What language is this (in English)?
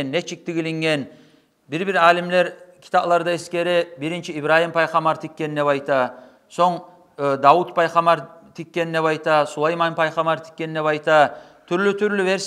Kumyk